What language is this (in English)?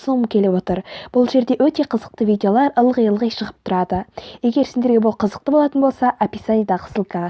Kazakh